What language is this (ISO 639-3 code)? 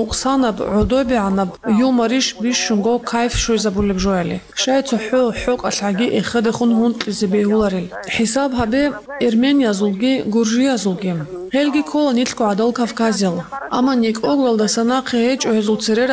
ava